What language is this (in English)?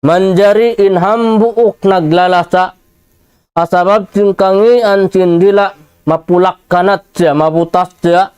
Tausug